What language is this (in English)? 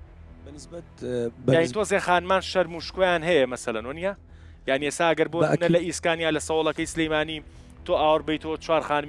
Central Kurdish